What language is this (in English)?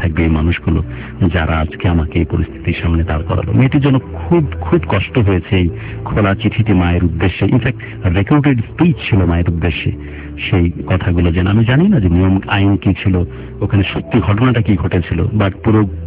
Bangla